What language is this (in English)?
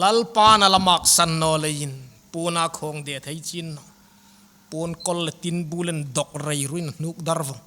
Hmar